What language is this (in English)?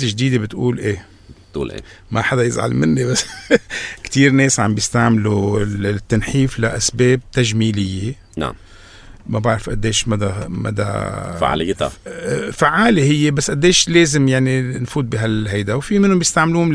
North Levantine Arabic